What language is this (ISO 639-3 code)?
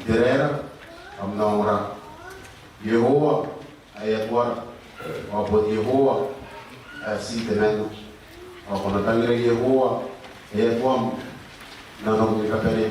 gil